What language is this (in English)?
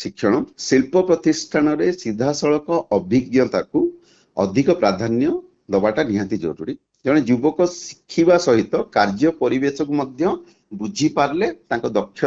Odia